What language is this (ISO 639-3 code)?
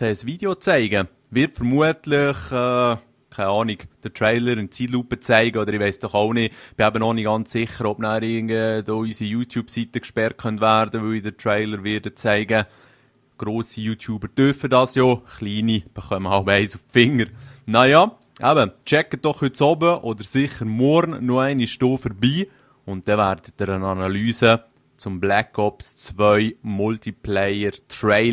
gsw